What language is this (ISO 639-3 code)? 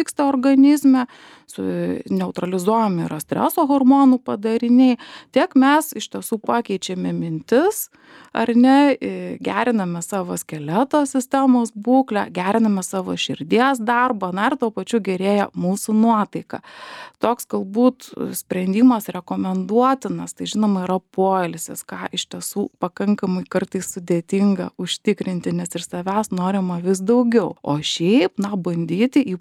lit